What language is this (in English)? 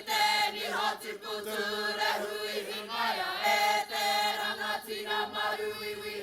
Māori